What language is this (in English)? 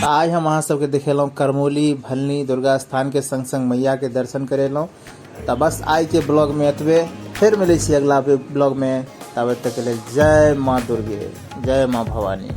Maithili